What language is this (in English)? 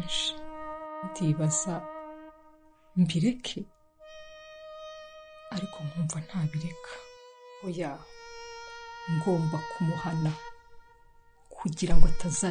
Kinyarwanda